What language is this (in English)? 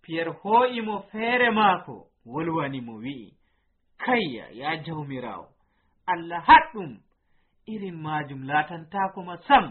Nigerian Fulfulde